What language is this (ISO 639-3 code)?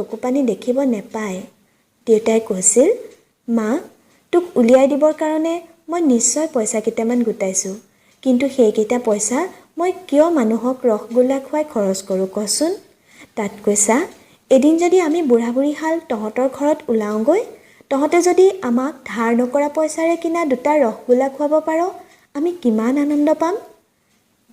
asm